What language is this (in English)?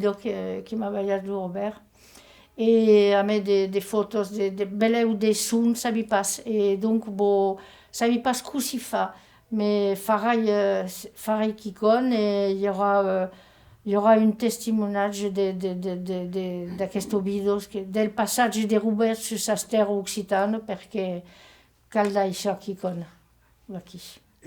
Occitan